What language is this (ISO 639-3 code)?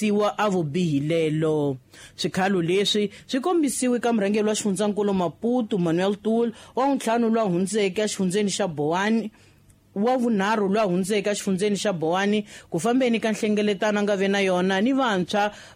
tso